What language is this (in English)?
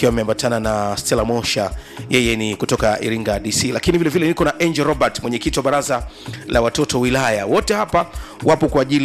Swahili